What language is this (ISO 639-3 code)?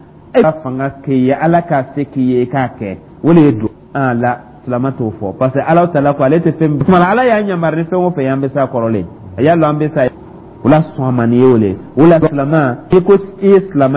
dyu